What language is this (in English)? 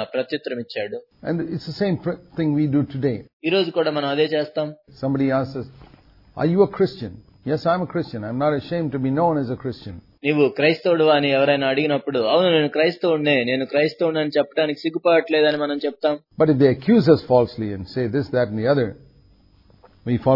Telugu